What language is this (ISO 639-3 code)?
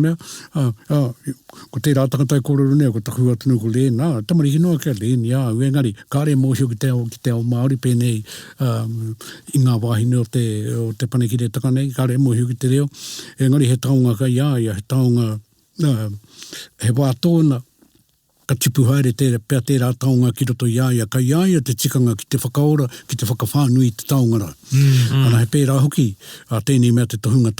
mri